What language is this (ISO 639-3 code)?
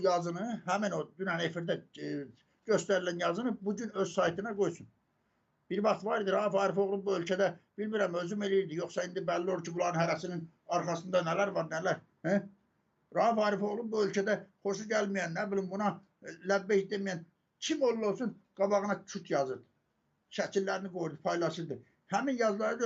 aze